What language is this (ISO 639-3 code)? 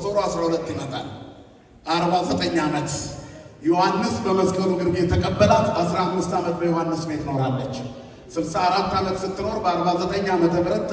amh